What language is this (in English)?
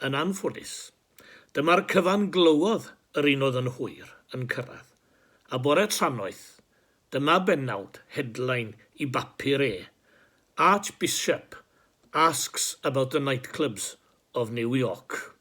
Welsh